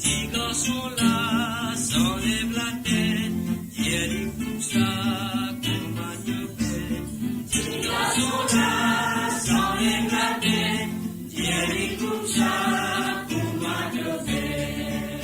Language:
Morisyen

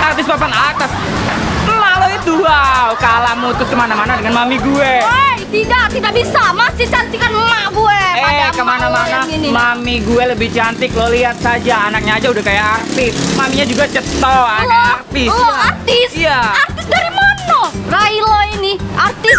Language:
Musi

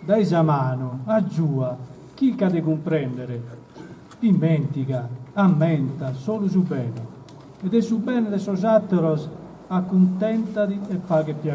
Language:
Sardinian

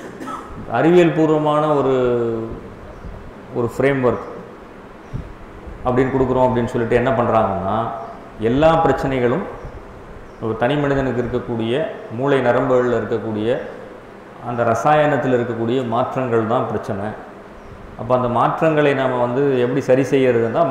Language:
Tamil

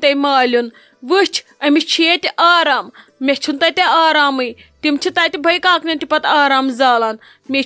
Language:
Kashmiri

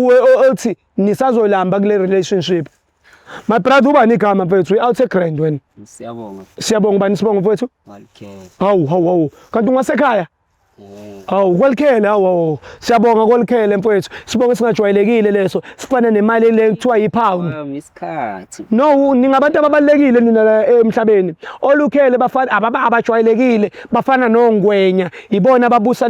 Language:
Zulu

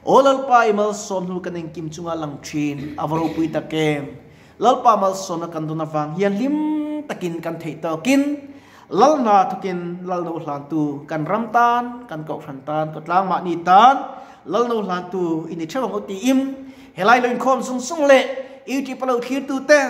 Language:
Mizo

